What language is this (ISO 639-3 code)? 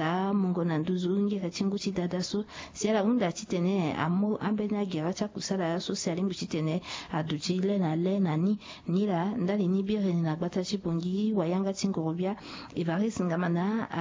sag